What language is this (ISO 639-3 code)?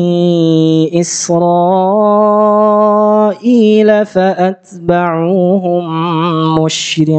ara